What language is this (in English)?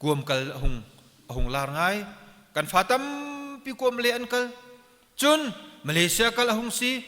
Hakha Chin